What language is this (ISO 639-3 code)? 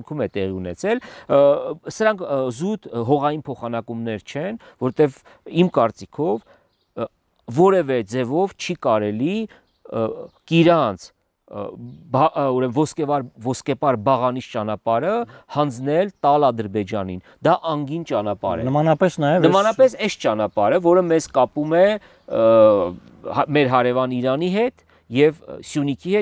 hye